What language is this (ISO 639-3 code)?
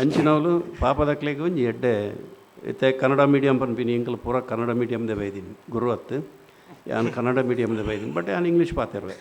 tcy